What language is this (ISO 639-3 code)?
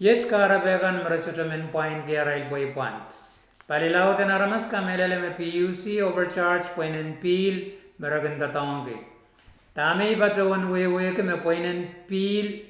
pon